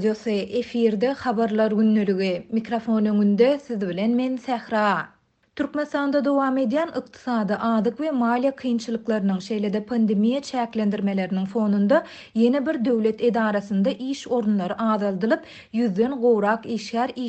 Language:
Turkmen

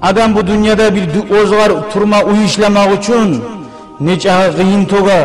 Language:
Kumyk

